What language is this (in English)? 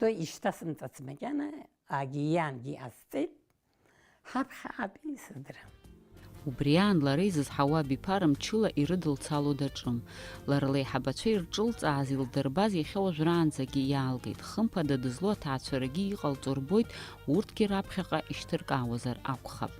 Abkhazian